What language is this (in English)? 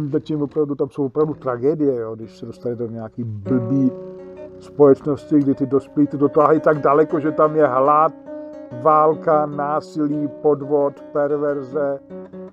Czech